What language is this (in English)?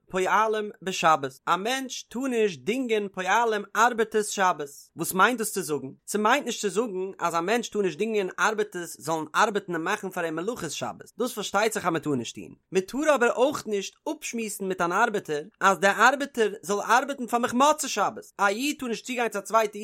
Yiddish